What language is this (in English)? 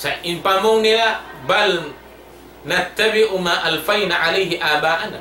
Tausug